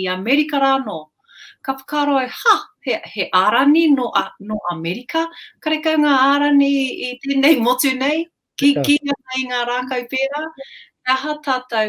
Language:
Māori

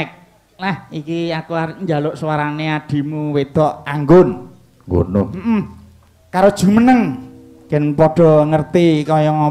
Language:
Javanese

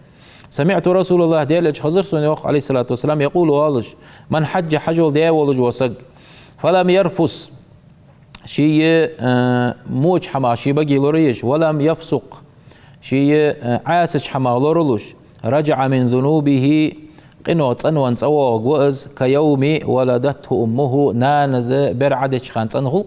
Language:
Ingush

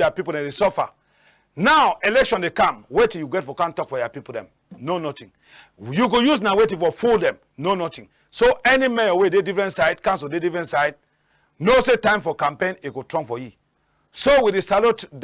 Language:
Cameroon Pidgin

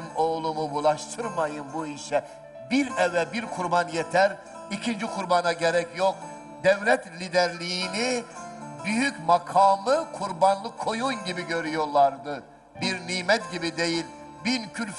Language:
Turkish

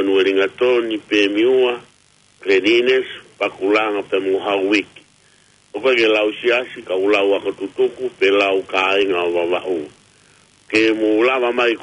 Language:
Tongan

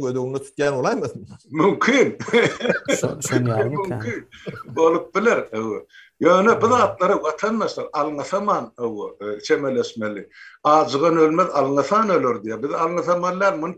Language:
Turkmen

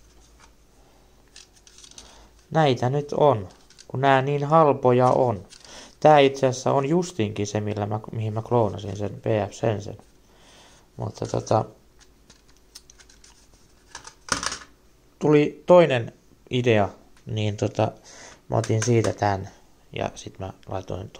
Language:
Finnish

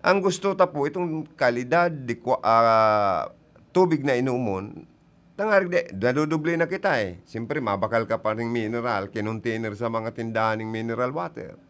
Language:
Bikol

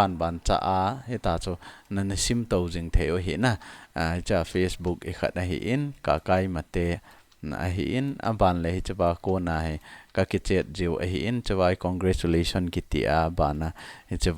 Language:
Thado Chin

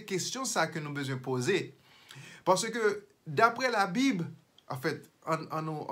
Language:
Haitian Creole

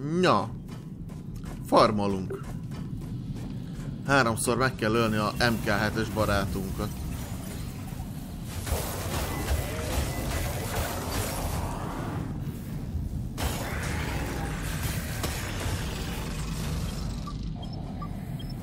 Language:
Hungarian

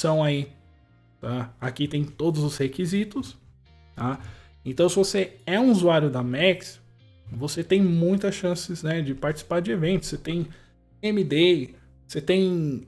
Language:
Portuguese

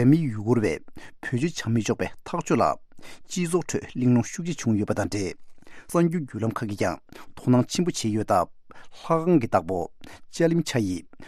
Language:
Tibetan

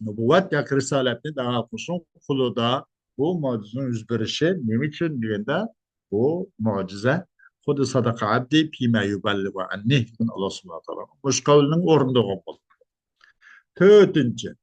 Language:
Uyghur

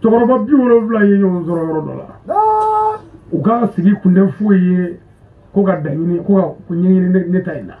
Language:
Bambara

